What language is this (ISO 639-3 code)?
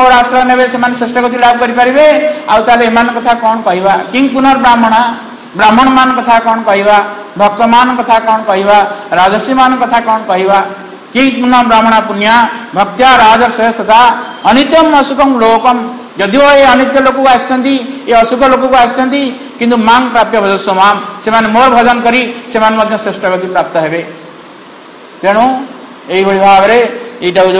ori